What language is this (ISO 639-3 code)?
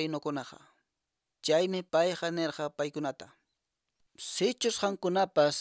que